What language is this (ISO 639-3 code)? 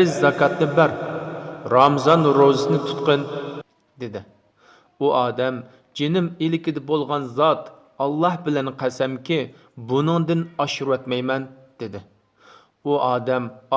uig